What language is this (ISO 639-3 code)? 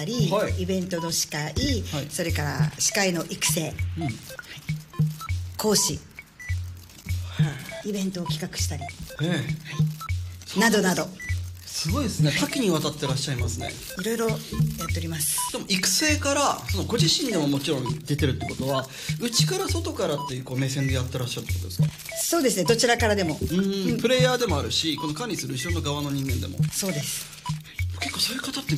jpn